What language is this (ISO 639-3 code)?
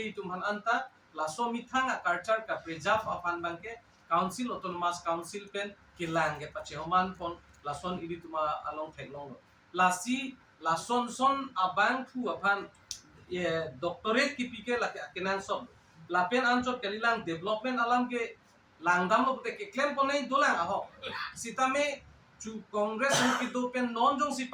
mjw